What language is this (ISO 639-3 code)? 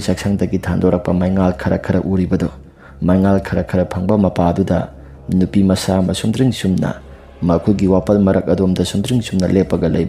mni